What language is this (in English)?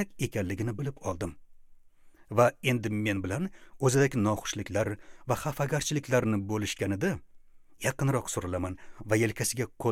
Uzbek